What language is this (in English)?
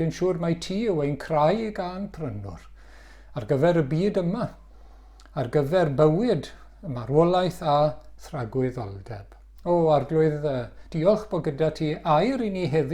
Welsh